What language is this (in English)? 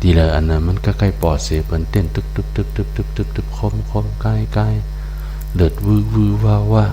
Shan